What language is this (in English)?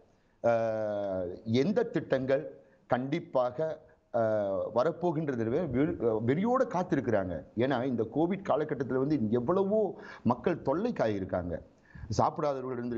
Tamil